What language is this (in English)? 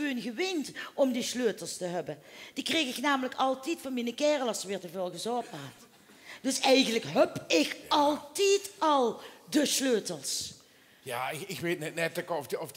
Limburgish